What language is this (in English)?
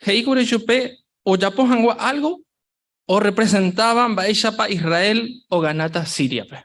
Guarani